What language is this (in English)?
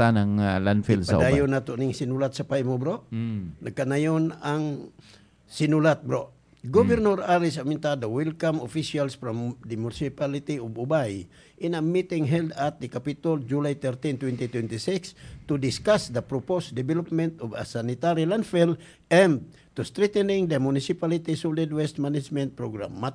Cebuano